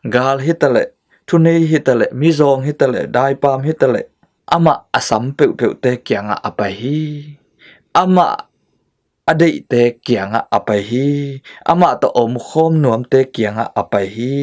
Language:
Tedim Chin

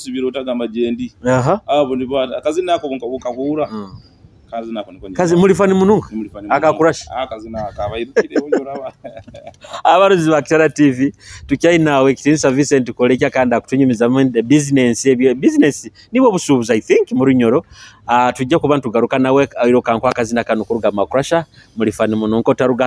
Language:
Nyoro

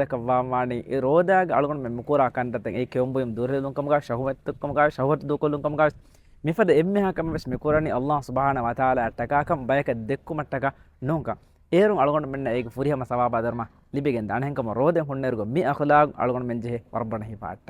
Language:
Divehi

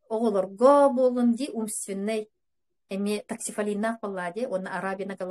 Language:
Yakut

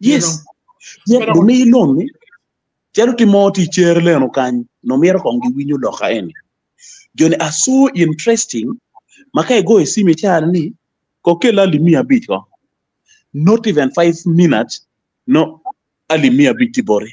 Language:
Acoli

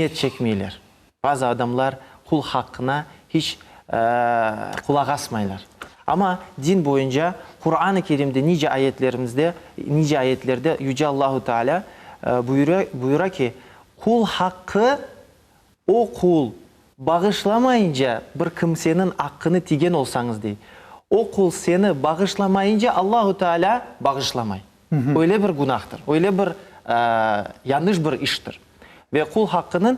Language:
Crimean Tatar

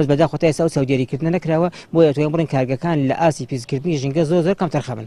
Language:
Central Kurdish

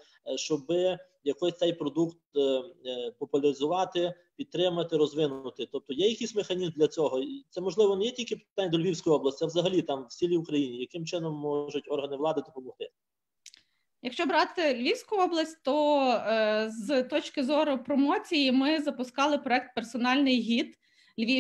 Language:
Ukrainian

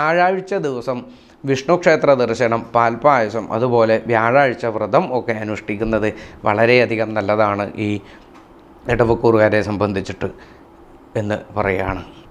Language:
Malayalam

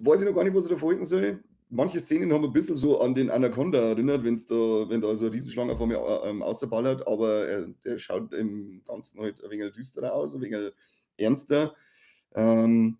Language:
Bavarian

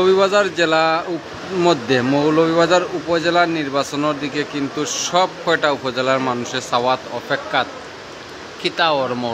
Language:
Sylheti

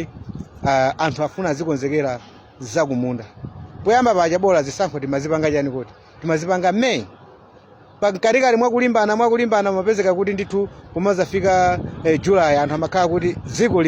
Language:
Nyanja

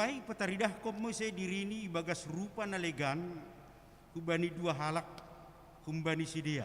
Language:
Batak Simalungun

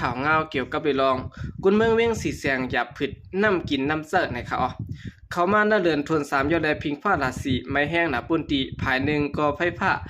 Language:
Shan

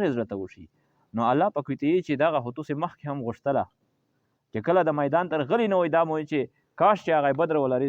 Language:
Pashto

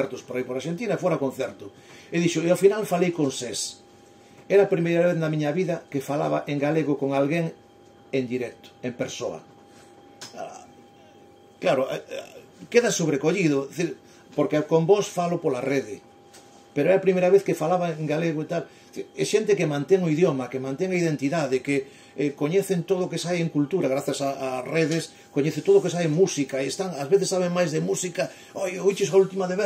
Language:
Galician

